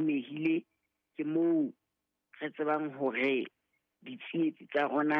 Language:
Southern Sotho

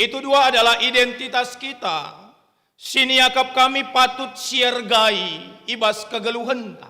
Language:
Batak Karo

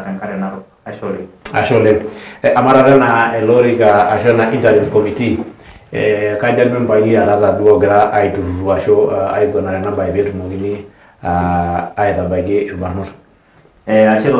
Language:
Masai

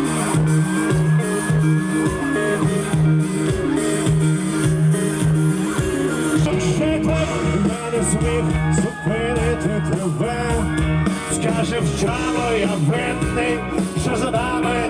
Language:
Ukrainian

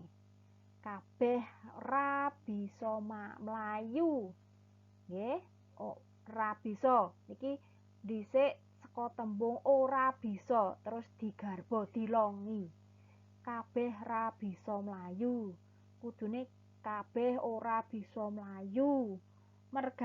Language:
Javanese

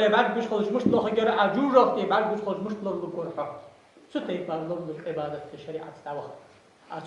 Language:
Ingush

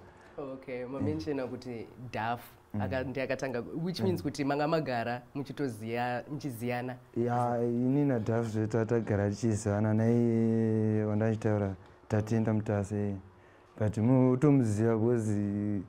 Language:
Shona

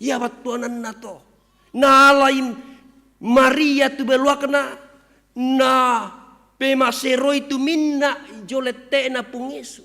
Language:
Toraja-Sa'dan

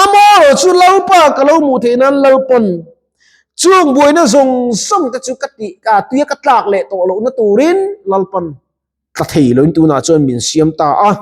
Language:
Mizo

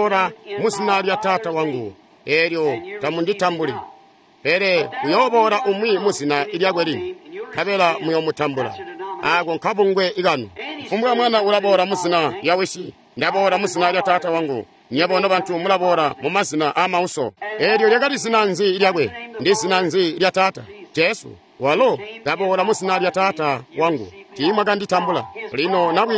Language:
Tonga (Zambia)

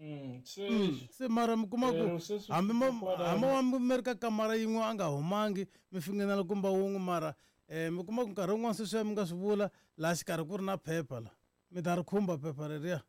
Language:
Tsonga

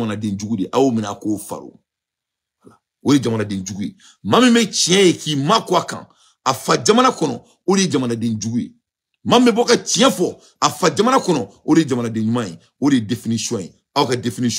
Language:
Bambara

